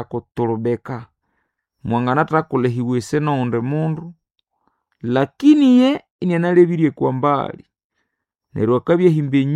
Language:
Nande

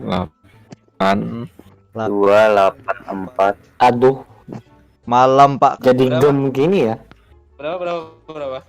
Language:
Banjar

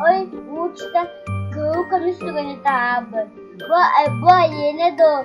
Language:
Yakut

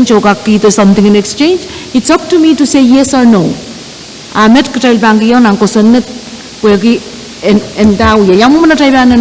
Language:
Pohnpeian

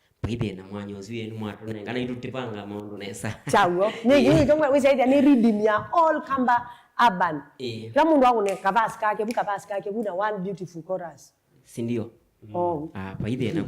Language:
Kamba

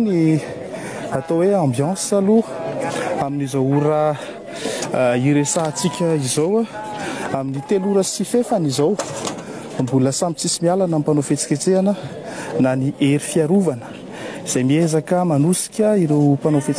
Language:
Malagasy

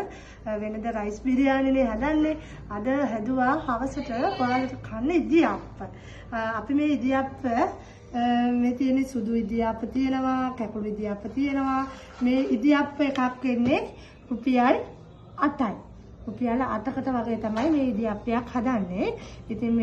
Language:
Sinhala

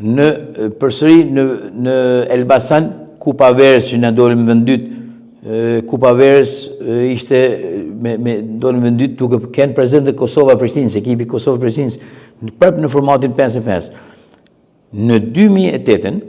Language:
Albanian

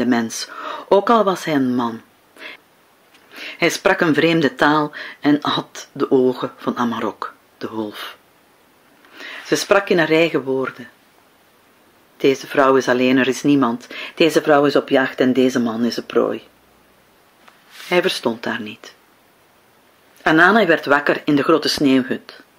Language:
Dutch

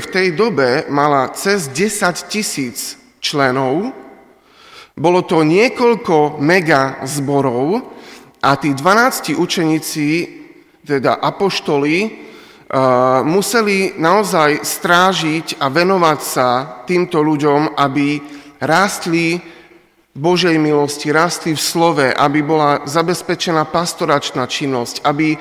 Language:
Slovak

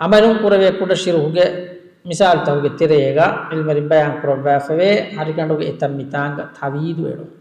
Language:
Divehi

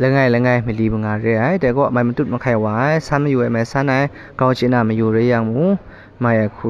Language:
Kachin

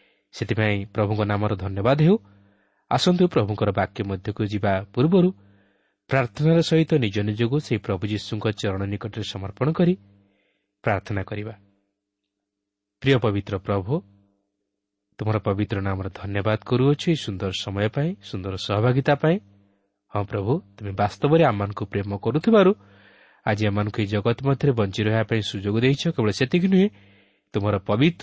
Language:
Odia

